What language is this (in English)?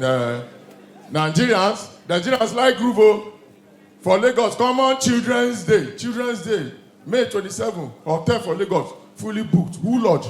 Nigerian Pidgin